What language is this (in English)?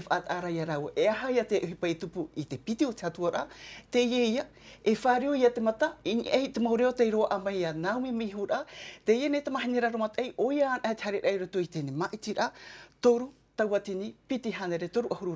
Tahitian